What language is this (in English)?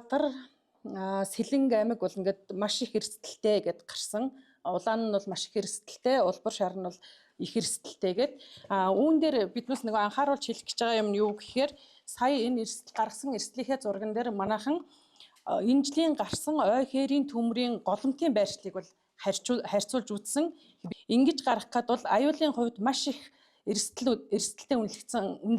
Mongolian